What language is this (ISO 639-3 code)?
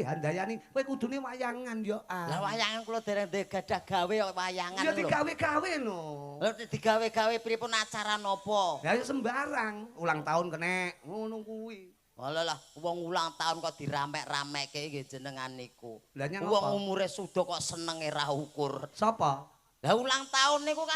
jav